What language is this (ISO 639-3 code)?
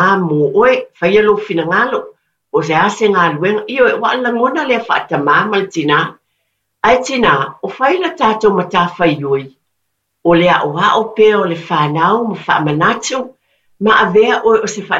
smo